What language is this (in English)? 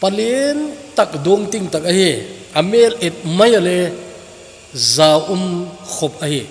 Thado Chin